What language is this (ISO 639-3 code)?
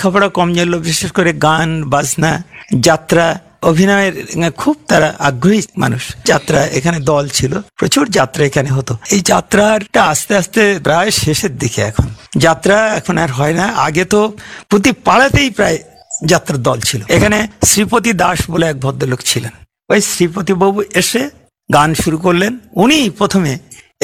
ben